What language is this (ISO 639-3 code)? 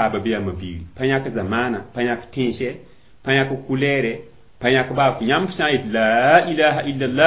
mos